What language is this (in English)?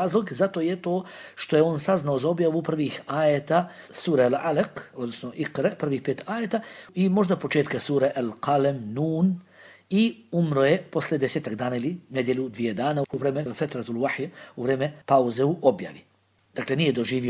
Bosnian